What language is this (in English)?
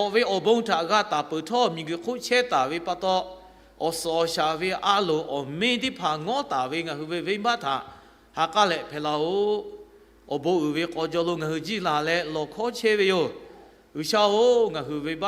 Lahu